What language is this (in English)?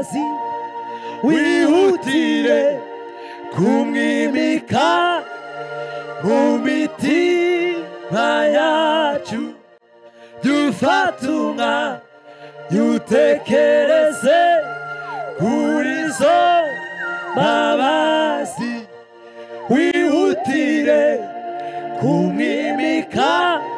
Kinyarwanda